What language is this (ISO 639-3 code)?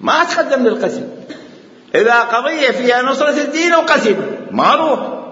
acm